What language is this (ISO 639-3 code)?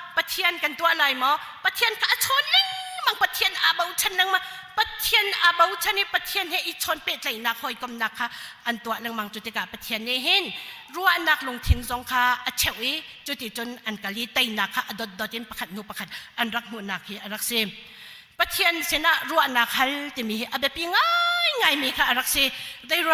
cnh